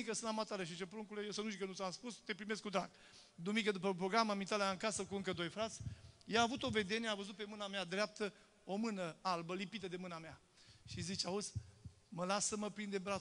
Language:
Romanian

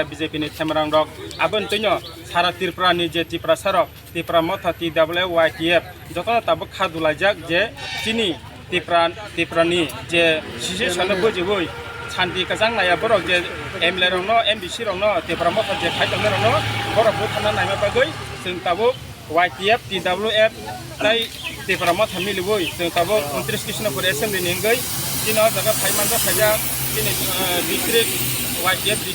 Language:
Kok Borok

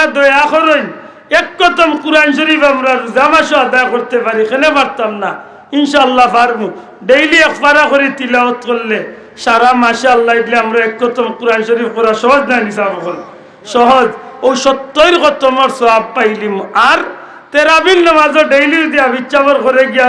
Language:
Sylheti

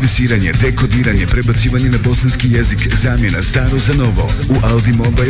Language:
Bosnian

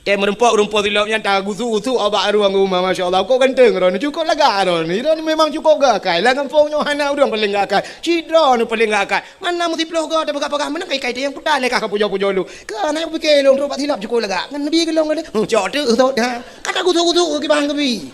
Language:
Achinese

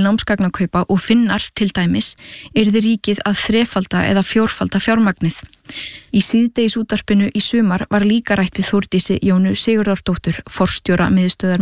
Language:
Icelandic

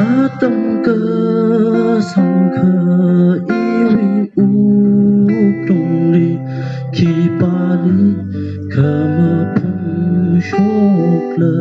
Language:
Tangkhul Naga (India)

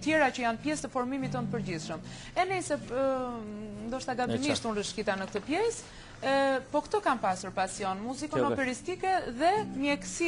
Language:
Albanian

